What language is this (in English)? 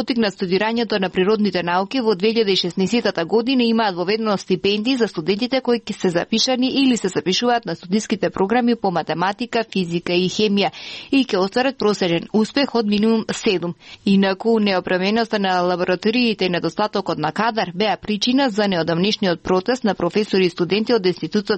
Macedonian